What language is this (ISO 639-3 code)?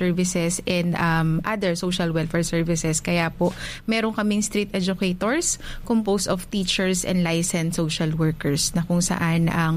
fil